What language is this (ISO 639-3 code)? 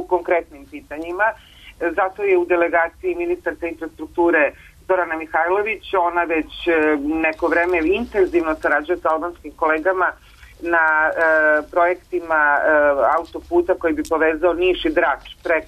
srp